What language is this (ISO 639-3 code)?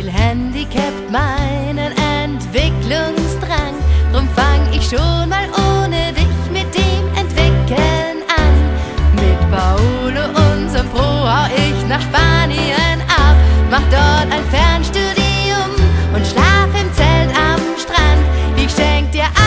deu